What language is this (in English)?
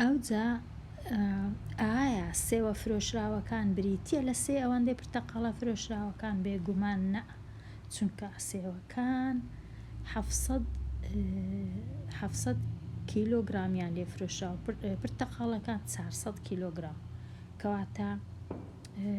Central Kurdish